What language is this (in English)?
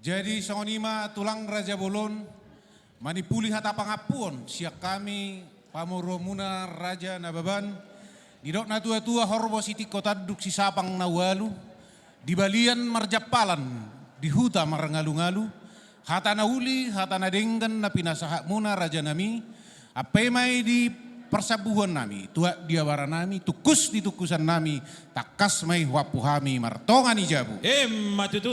Batak Toba